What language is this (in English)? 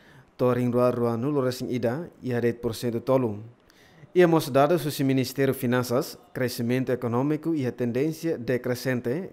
Tetum